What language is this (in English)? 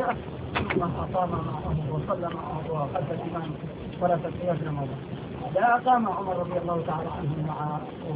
Arabic